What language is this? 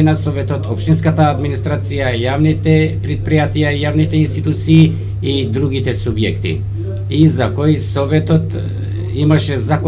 Macedonian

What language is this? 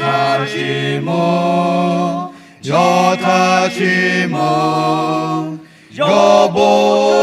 Lahu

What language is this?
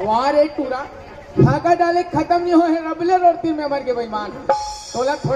Chhattisgarhi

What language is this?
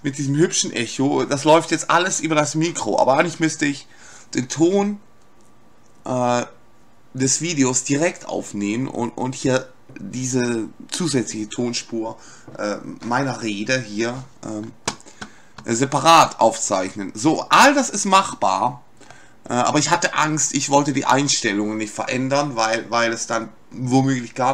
German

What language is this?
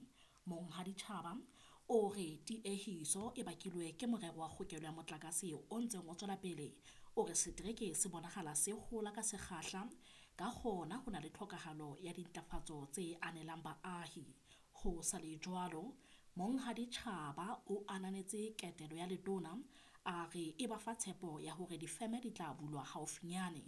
Southern Sotho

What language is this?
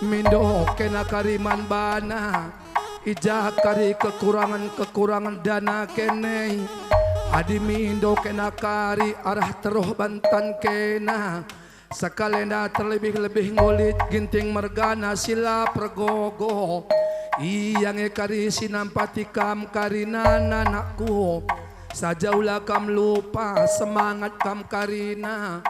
Batak Karo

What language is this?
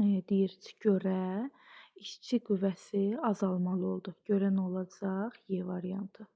Azerbaijani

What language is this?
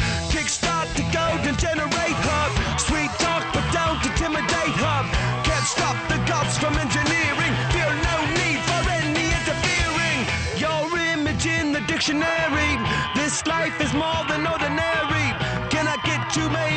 English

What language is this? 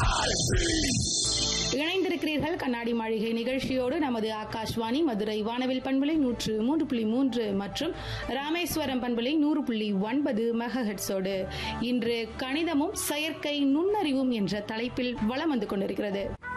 Tamil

